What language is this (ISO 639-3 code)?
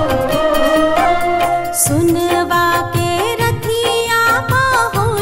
bho